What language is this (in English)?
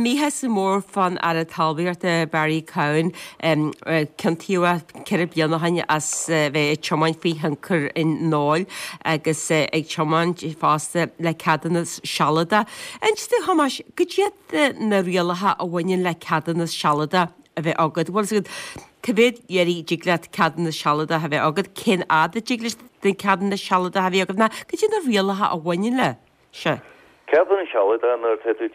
Irish